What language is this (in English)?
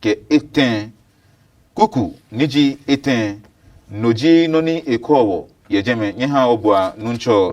Adangme